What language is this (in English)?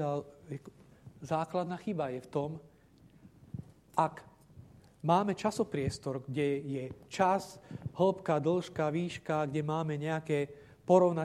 Slovak